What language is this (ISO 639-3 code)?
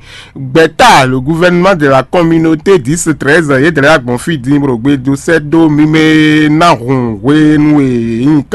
fon